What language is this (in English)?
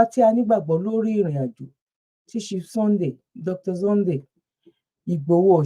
Yoruba